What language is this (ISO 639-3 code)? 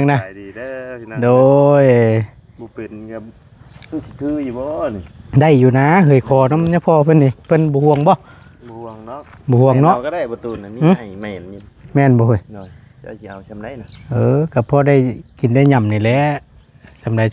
tts